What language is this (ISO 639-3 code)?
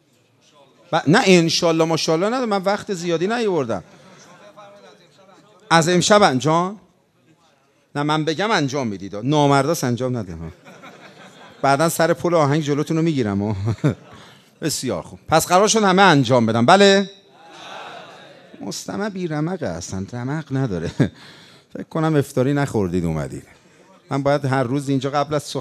fas